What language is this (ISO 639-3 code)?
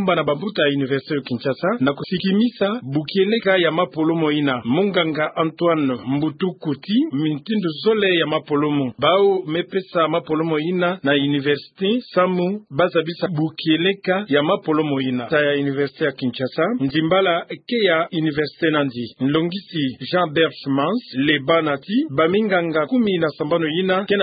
ktu